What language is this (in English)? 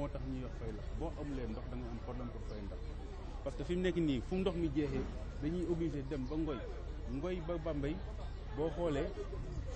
Wolof